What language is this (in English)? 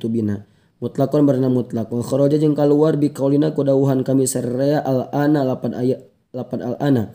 Sundanese